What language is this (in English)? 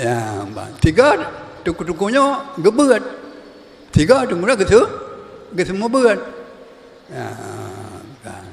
Achinese